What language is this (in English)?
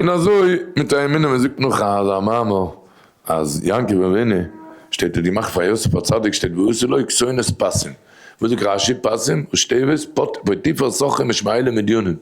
Yiddish